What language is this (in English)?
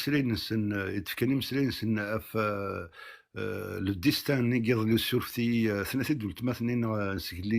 Kabyle